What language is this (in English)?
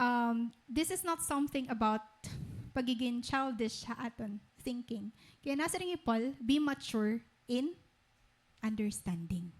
Waray